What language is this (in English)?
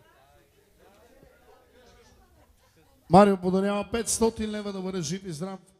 Bulgarian